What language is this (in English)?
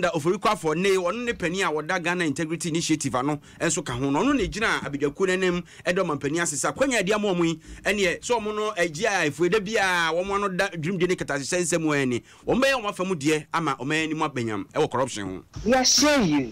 Akan